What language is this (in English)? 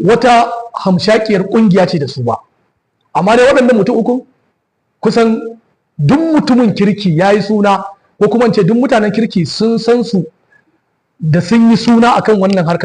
Hausa